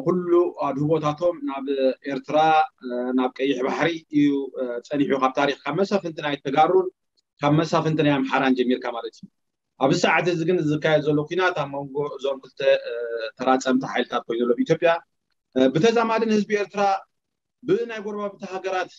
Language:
Tigrinya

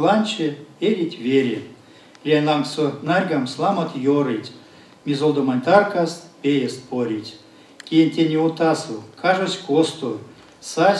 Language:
Erzya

